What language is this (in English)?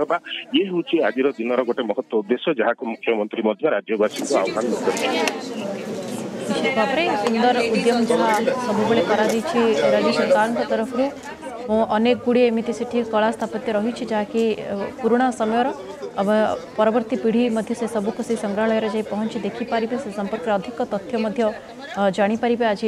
Odia